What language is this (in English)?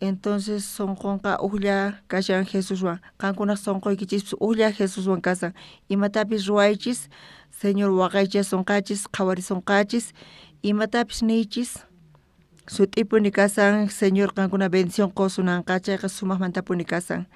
South Bolivian Quechua